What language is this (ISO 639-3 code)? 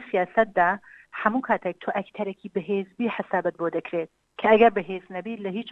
ckb